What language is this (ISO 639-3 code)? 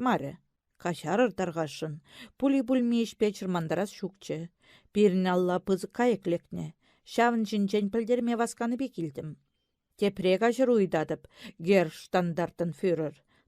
chv